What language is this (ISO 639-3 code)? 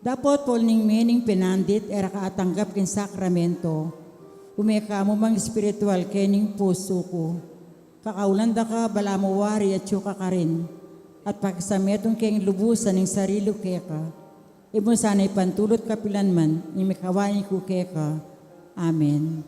pam